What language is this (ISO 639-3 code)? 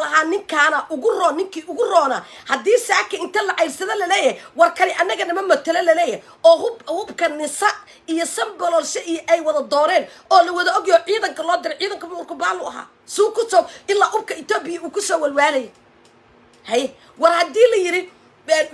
som